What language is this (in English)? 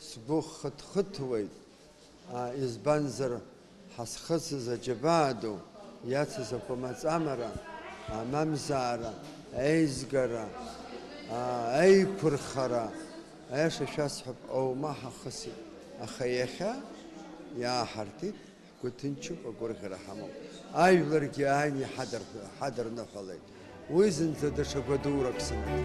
Abkhazian